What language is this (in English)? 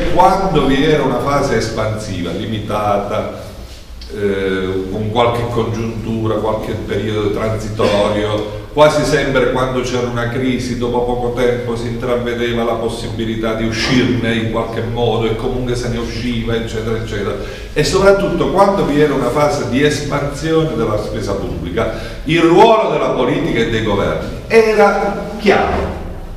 Italian